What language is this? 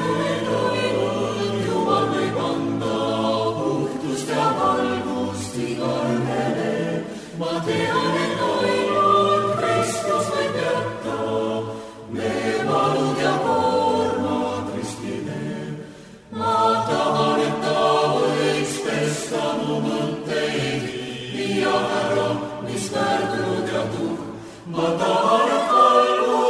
Estonian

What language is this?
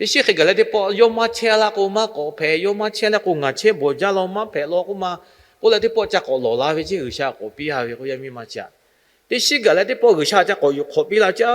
Lahu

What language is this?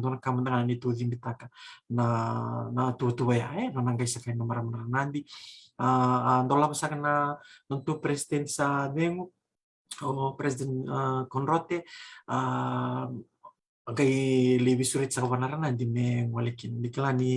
Fijian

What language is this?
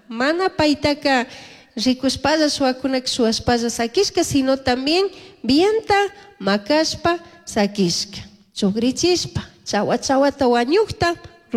Chimborazo Highland Quichua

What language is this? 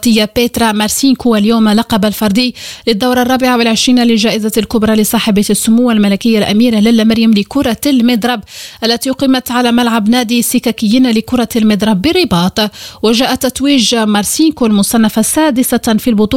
Arabic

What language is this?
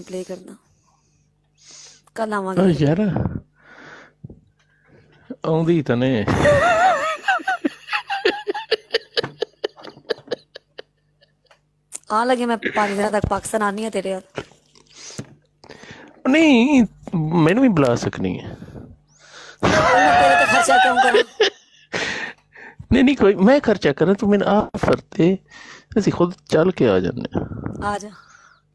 Punjabi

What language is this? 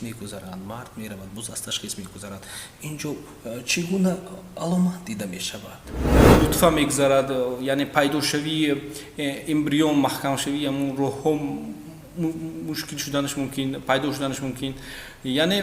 Tajik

